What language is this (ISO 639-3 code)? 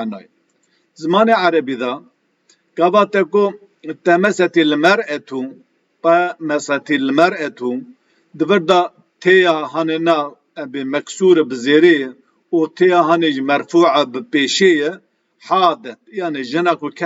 kur